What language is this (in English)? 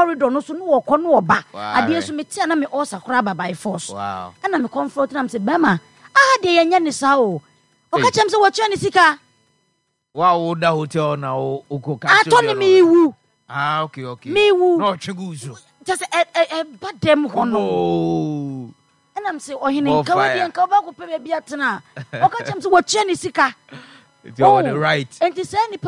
Akan